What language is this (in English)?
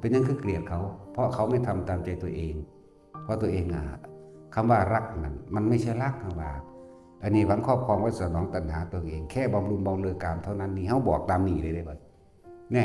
Northeastern Thai